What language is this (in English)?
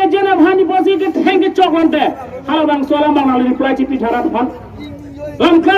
Karbi